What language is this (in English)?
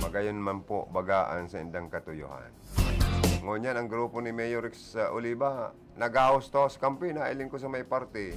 Bikol